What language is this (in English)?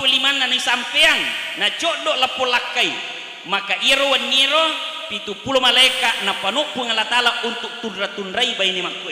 Buginese